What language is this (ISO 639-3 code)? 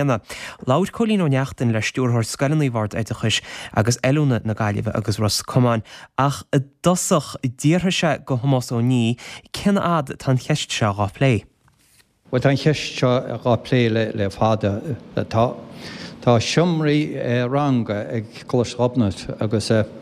gle